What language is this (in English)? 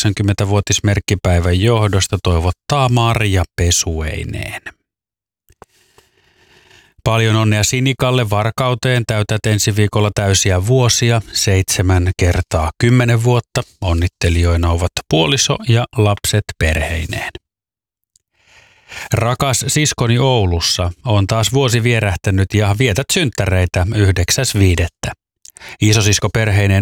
Finnish